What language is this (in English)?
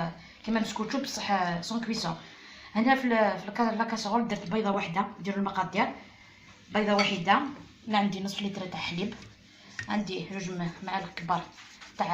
Algerian Arabic